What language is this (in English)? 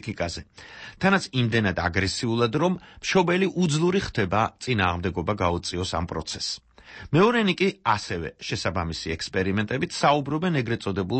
Georgian